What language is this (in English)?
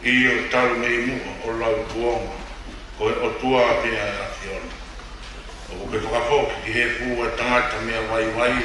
Tongan